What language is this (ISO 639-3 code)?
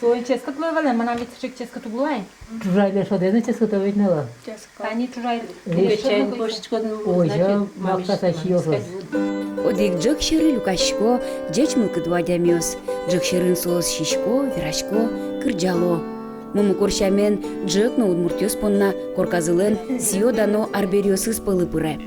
udm